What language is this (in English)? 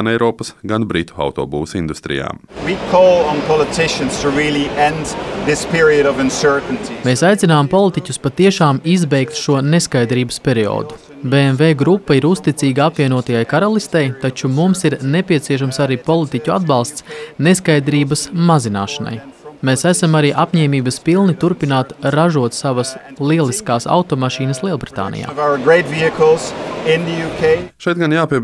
Latvian